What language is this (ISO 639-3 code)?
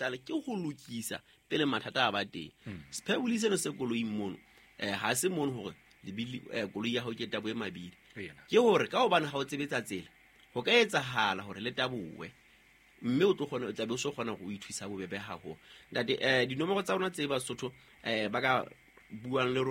sot